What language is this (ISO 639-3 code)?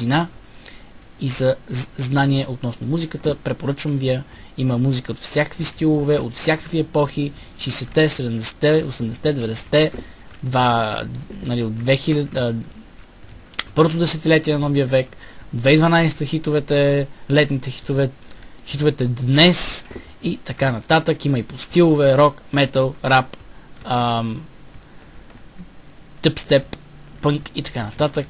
bul